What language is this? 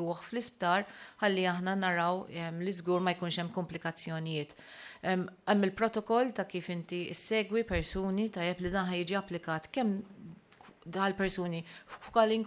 Maltese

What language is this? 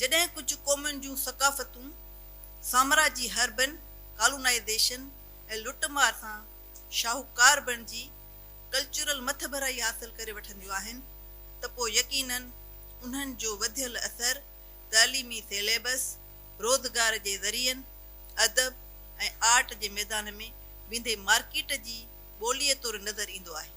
Sindhi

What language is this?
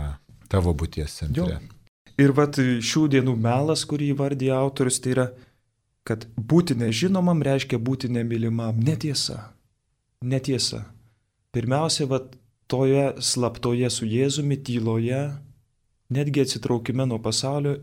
Lithuanian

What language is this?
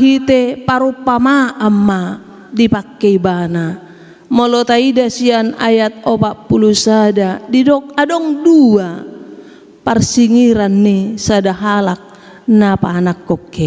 Batak Toba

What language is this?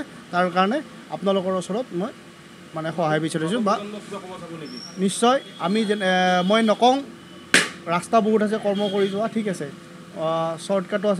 Assamese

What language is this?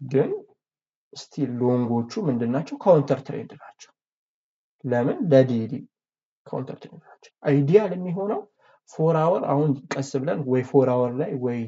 Amharic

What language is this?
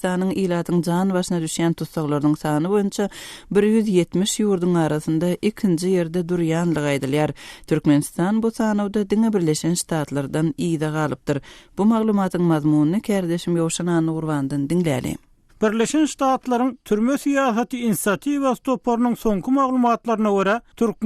Turkmen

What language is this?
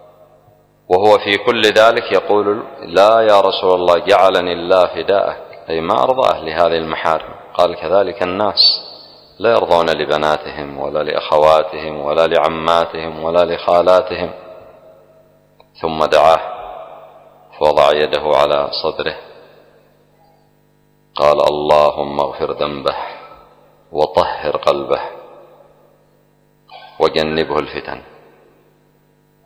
Arabic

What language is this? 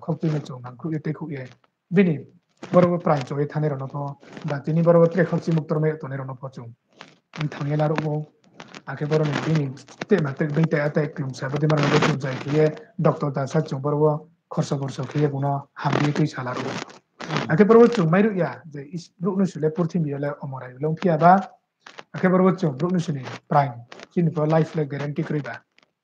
Riang (India)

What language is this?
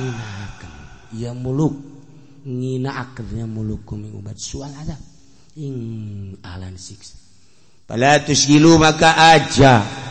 Sundanese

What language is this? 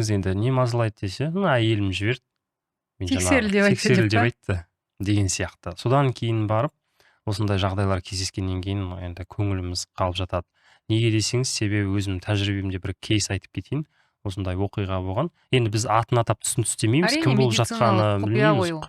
Kazakh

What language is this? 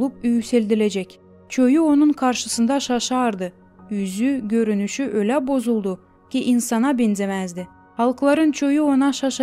Gagauz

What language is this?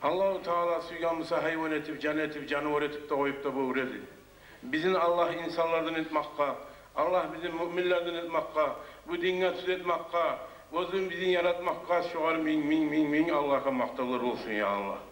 Kumyk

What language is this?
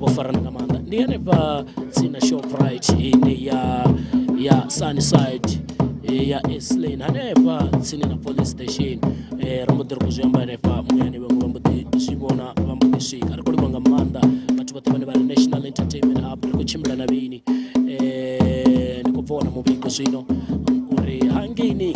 Venda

